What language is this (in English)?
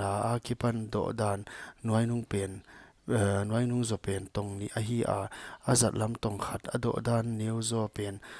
Paite Chin